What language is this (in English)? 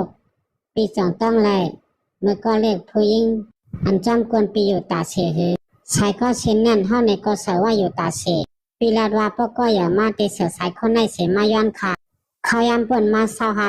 Shan